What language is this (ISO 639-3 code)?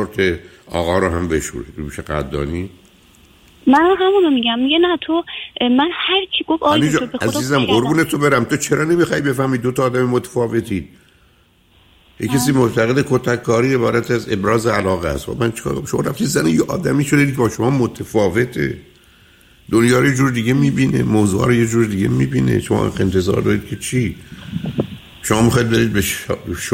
fas